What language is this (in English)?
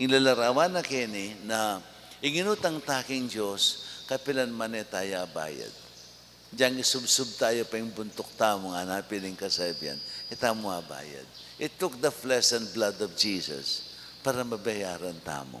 Pampanga